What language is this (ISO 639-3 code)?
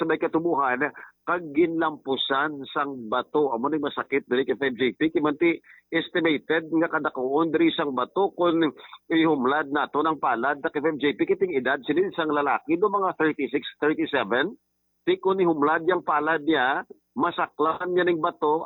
hil